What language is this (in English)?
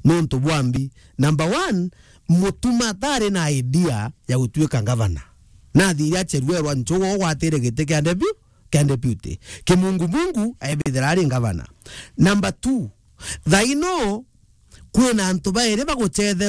Meru